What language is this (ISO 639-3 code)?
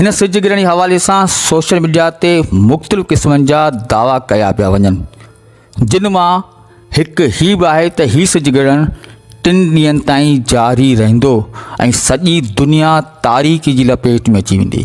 snd